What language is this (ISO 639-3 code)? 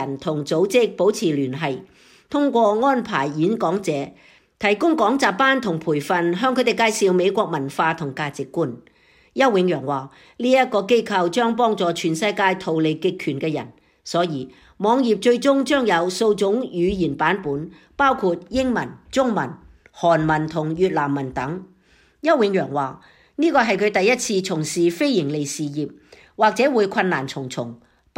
yue